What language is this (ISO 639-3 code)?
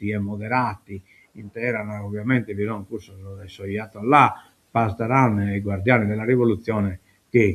srd